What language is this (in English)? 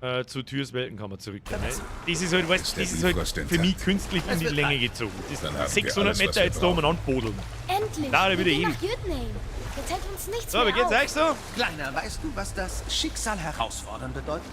Bavarian